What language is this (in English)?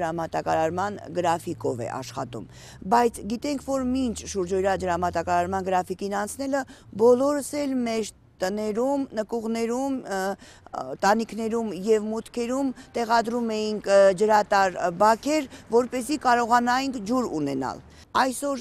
Armenian